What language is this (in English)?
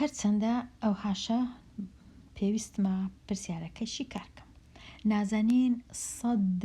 Central Kurdish